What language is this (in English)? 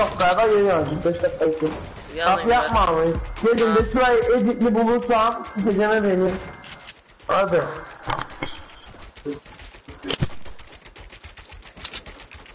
Turkish